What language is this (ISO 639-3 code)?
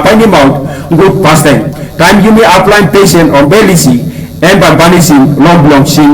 tpi